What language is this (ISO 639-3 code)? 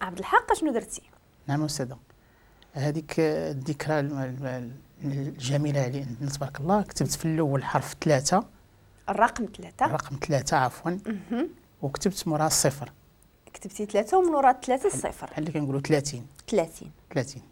ary